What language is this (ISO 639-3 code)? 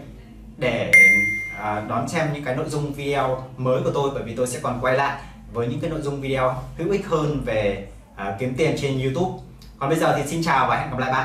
vie